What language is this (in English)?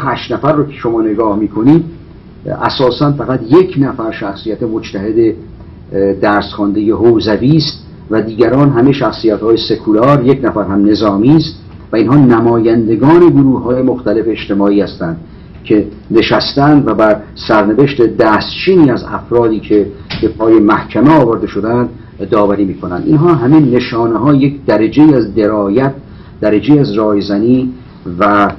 Persian